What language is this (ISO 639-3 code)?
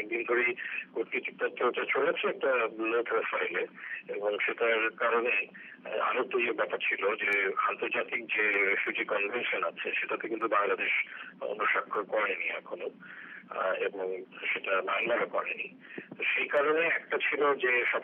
ben